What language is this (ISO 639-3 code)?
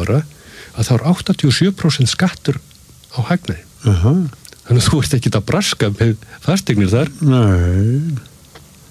isl